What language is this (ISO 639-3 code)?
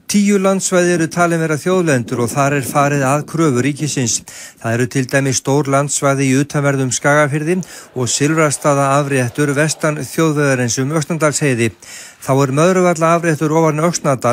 isl